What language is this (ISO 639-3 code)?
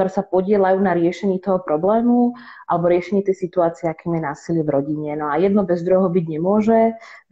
slk